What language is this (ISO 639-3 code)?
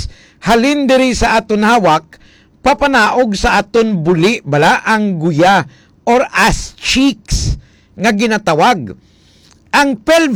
hil